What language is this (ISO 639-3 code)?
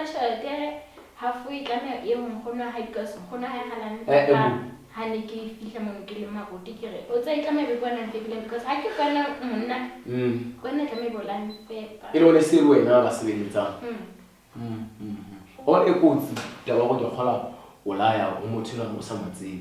sot